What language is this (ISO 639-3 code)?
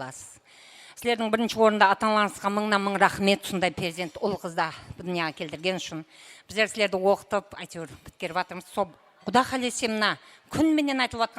kaa